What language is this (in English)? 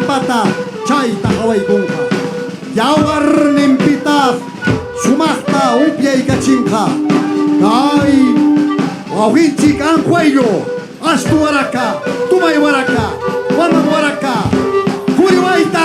Ayacucho Quechua